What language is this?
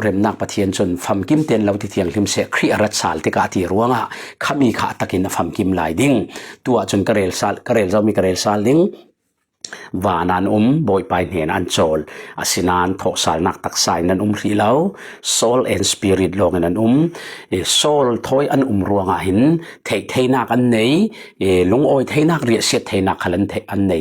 Falam Chin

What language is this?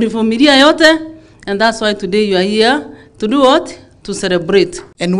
Kikuyu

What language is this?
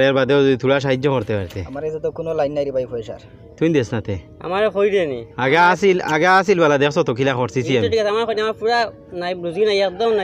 Sylheti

